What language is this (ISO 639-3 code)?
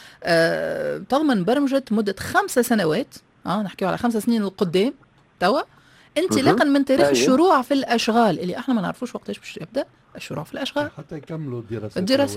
aeb